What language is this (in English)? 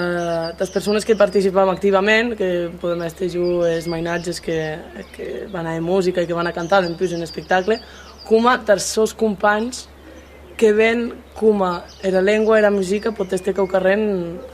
Occitan